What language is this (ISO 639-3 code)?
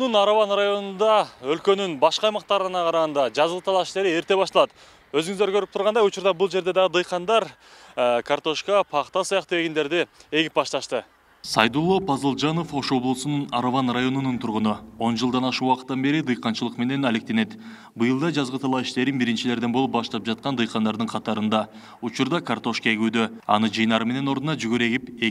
kir